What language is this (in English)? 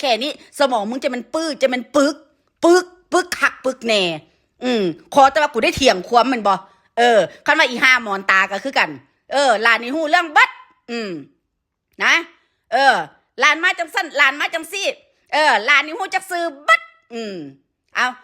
Northeastern Thai